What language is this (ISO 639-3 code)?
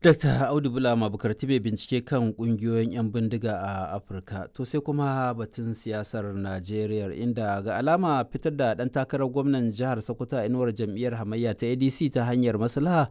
hau